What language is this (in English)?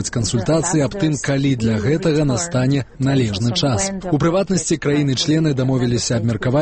Belarusian